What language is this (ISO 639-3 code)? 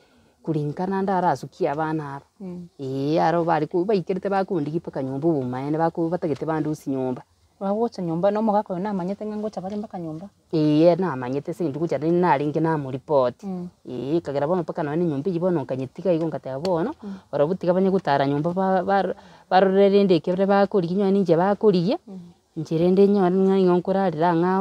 guz